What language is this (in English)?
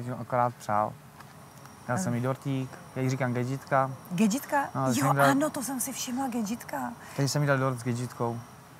Czech